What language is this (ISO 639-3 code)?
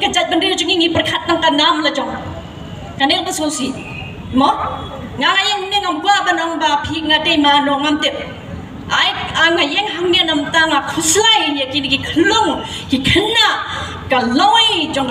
kha